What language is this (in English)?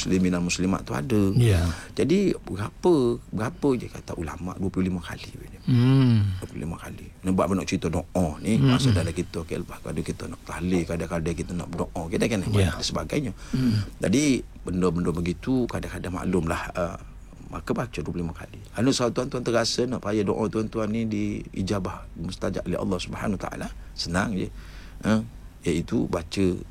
Malay